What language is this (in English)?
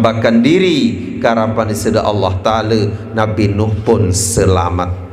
Sasak